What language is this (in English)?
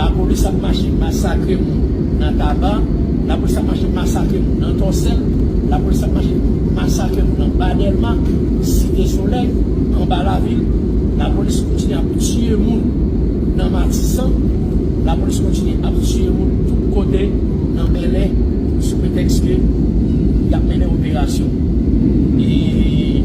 Haitian Creole